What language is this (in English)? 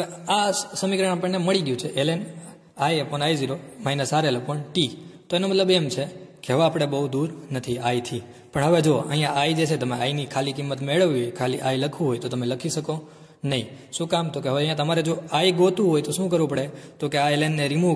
Gujarati